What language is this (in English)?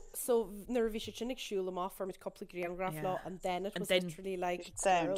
Irish